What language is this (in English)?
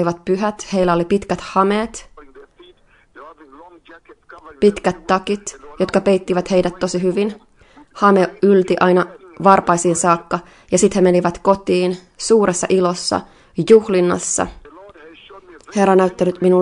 Finnish